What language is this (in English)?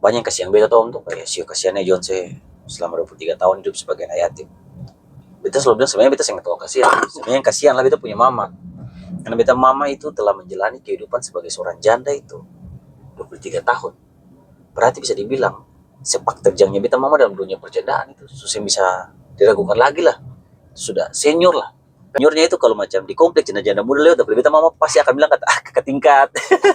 Ambonese Malay